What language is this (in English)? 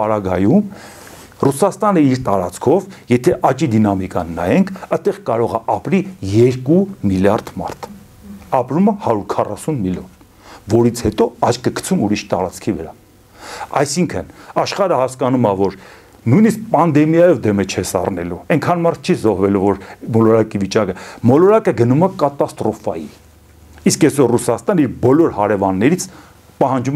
Armenian